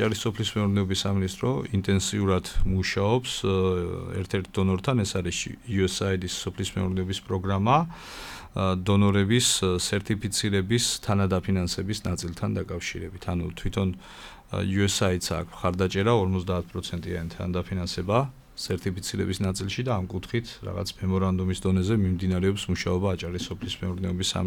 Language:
Georgian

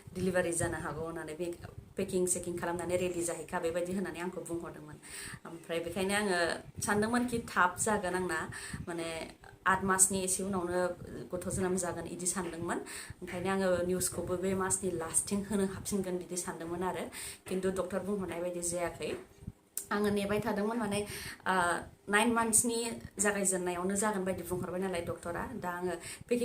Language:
Bodo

